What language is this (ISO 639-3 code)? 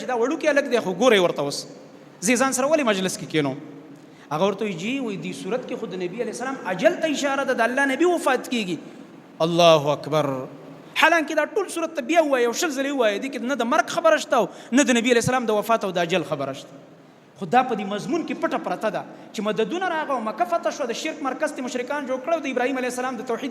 pus